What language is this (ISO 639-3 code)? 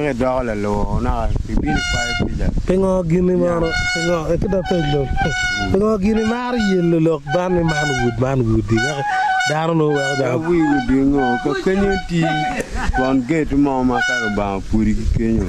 ach